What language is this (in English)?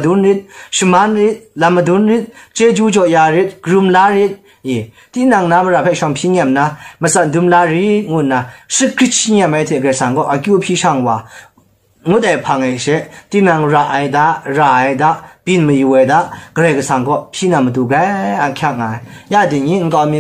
Kachin